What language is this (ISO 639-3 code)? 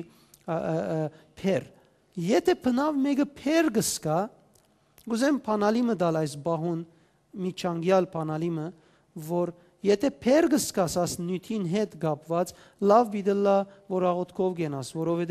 hyw